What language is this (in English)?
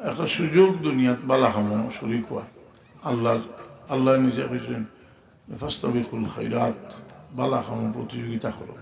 Sylheti